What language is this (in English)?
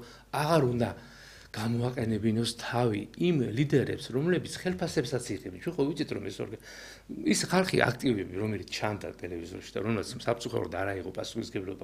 Georgian